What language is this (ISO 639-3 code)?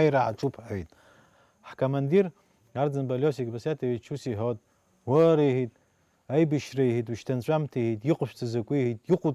abk